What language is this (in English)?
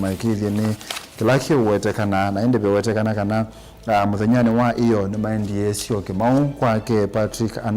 Kamba